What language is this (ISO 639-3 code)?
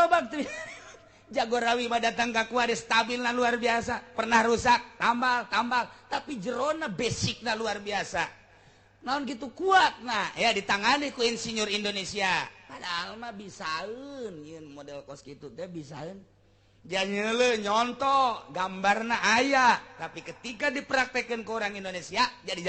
sun